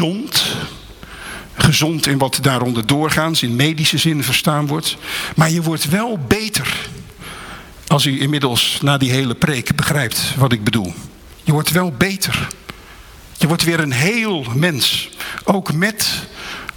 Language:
Dutch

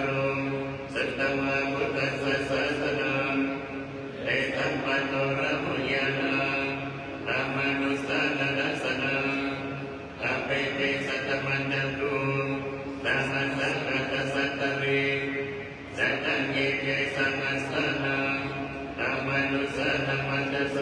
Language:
Pali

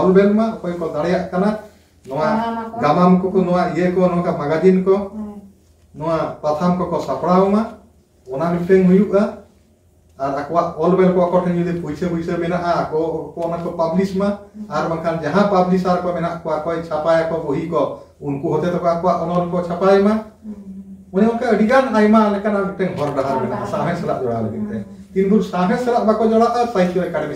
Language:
Santali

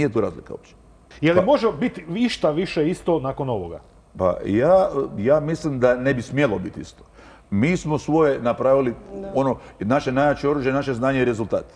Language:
Croatian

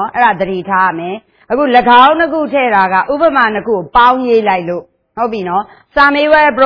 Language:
Burmese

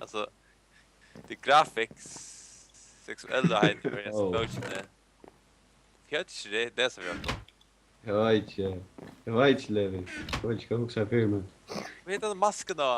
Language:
Faroese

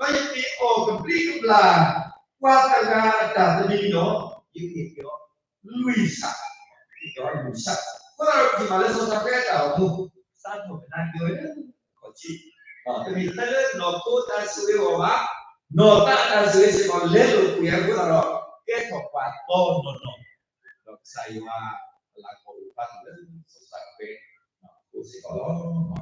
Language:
S'gaw Karen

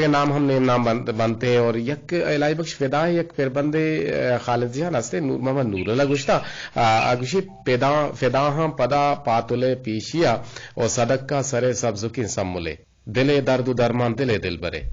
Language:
Eastern Balochi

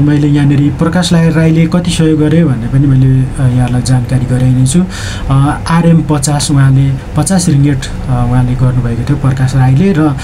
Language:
Nepali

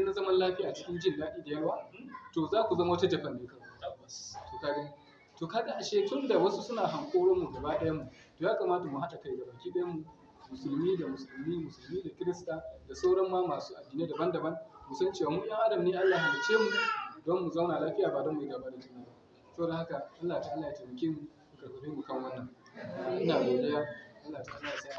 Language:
Hausa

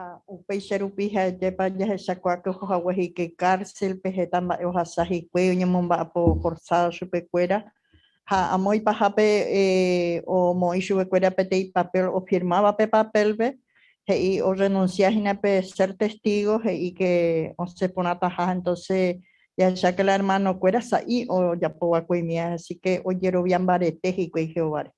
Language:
Guarani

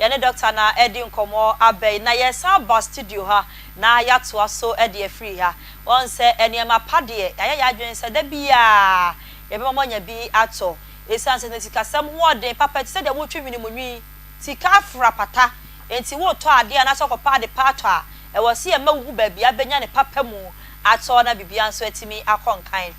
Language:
Akan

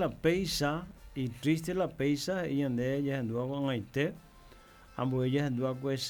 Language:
Guarani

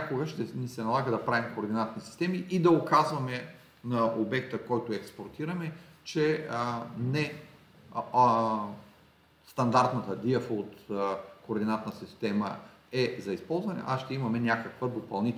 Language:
Bulgarian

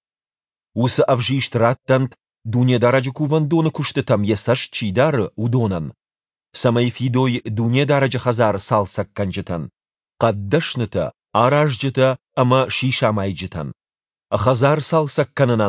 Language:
Ossetic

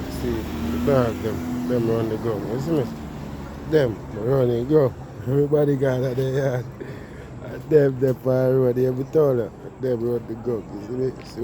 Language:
Jamaican Creole English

